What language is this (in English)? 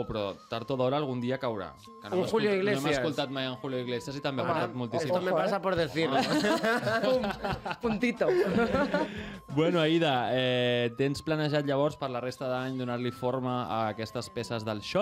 Catalan